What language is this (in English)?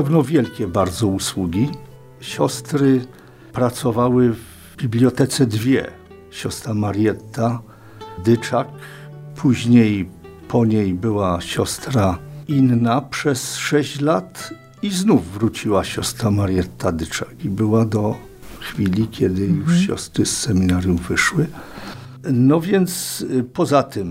Polish